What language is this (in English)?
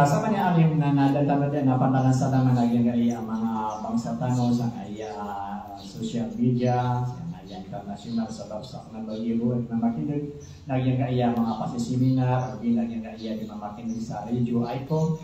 Maranao